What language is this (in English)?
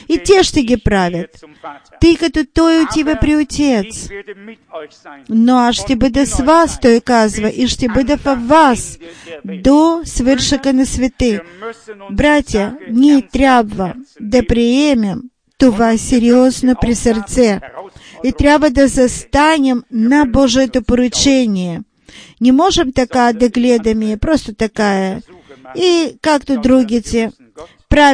Bulgarian